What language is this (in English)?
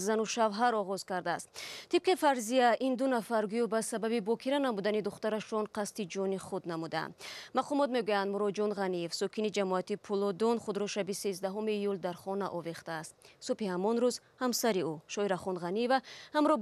Tajik